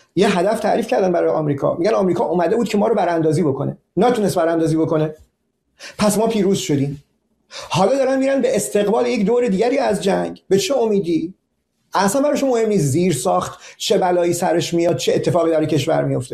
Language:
Persian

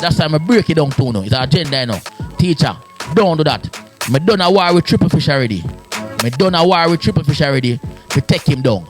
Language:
Jamaican Creole English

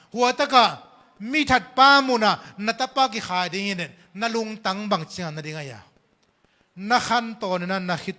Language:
Tedim Chin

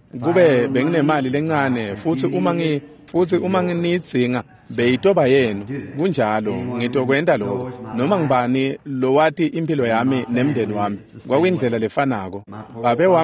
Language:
Swati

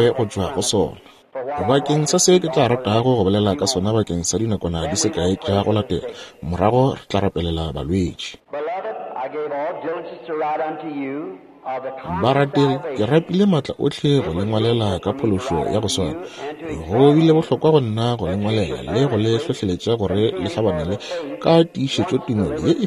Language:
Northern Sotho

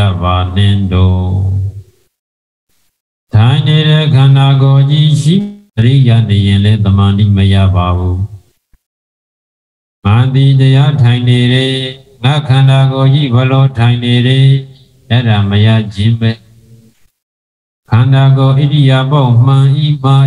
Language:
Burmese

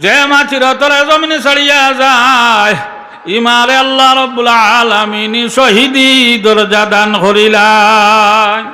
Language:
Sylheti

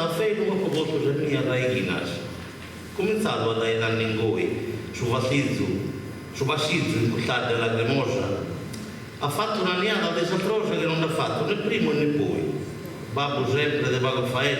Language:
Sardinian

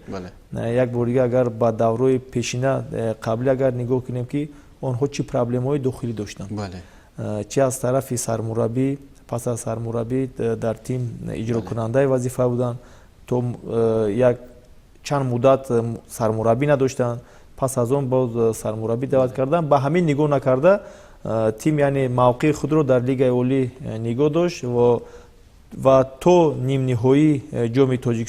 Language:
Tajik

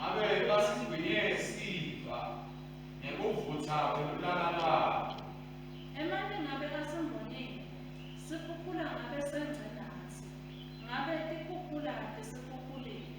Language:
Swati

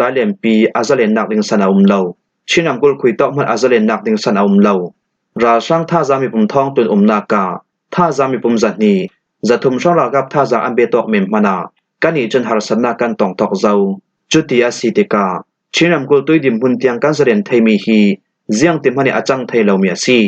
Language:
Falam Chin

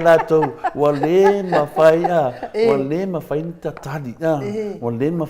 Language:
Samoan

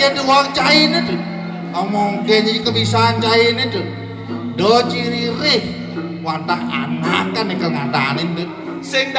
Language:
Balinese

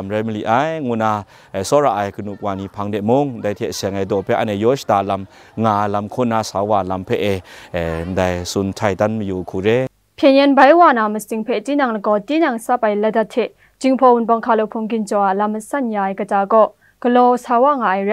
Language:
Kachin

